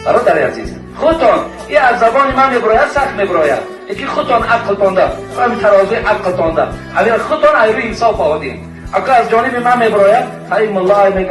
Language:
Tajik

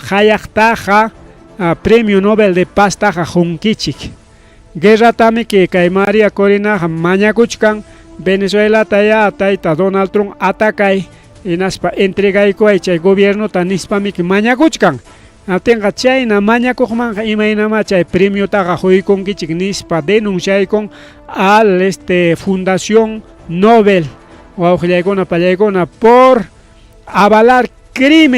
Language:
Ayacucho Quechua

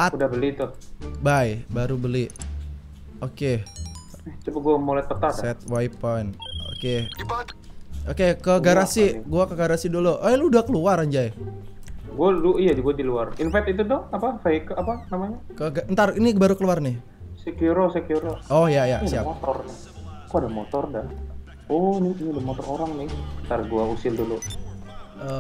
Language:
Indonesian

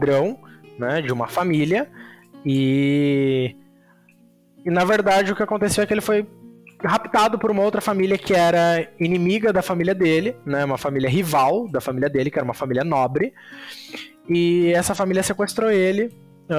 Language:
Portuguese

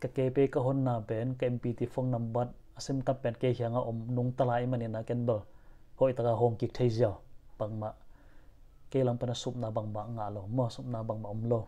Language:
Tedim Chin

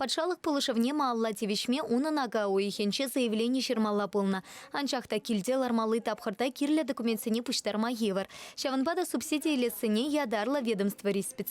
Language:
Chuvash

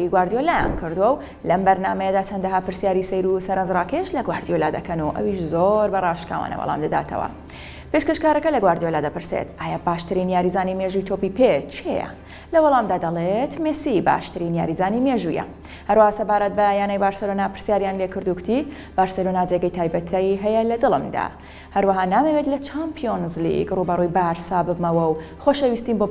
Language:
Central Kurdish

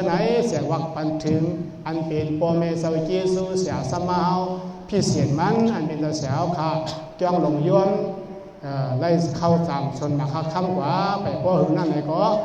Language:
Shan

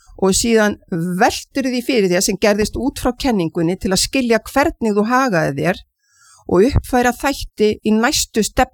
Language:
Icelandic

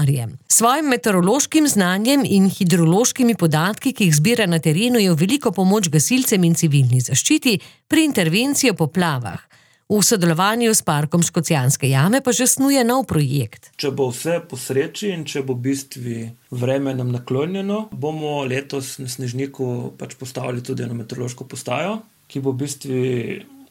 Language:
Slovenian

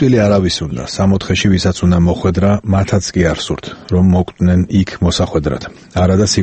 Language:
Georgian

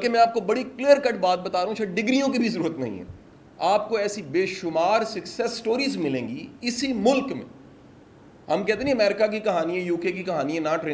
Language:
Urdu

